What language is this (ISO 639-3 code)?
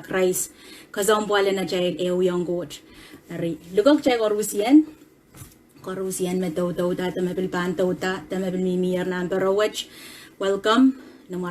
pon